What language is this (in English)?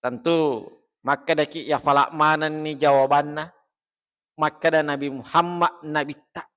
Buginese